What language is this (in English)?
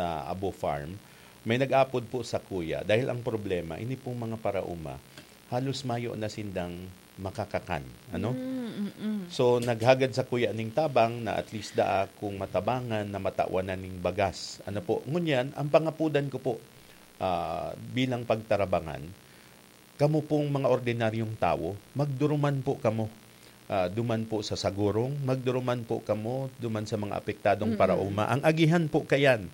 Bikol